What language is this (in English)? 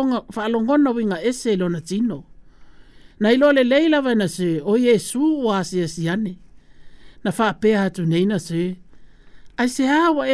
Samoan